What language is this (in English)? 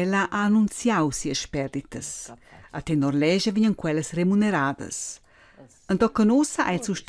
Romansh